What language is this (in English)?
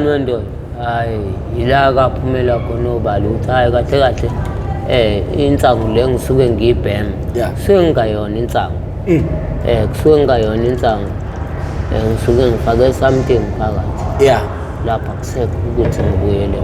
Zulu